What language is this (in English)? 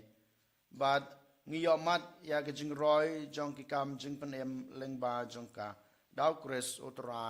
Khasi